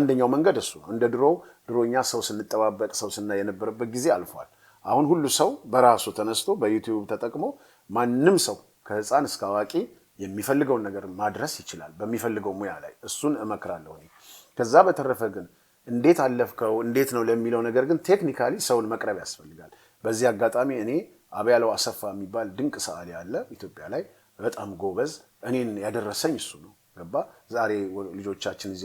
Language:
Amharic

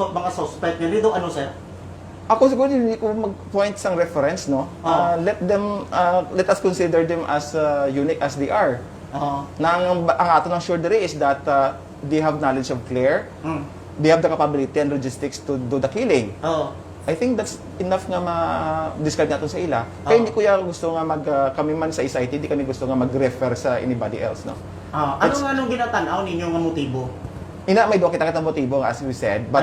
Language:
Hiligaynon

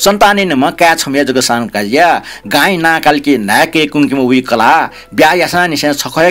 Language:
Newari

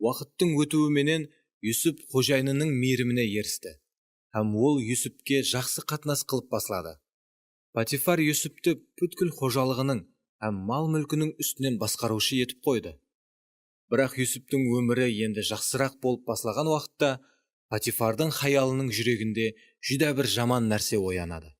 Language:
Kara-Kalpak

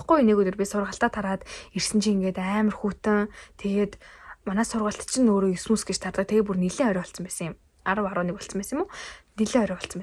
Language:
Mongolian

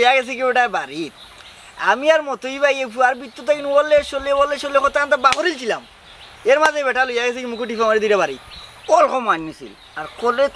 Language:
Sylheti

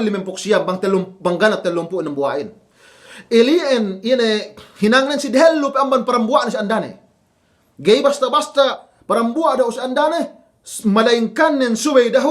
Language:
Yakan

